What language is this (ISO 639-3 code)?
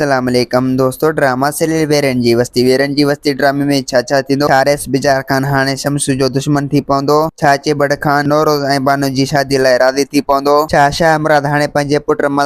snd